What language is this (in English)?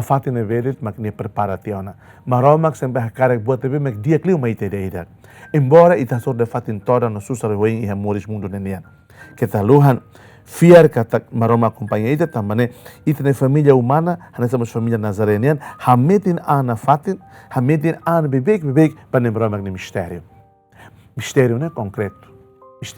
Tetum